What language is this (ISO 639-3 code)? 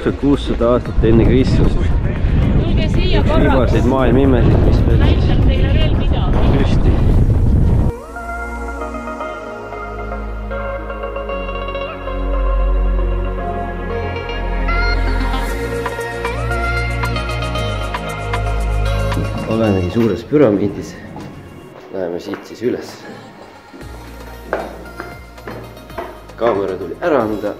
est